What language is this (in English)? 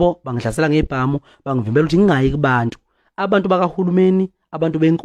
Zulu